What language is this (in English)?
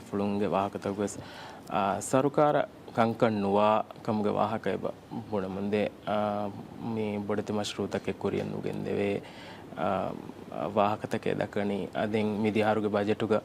Divehi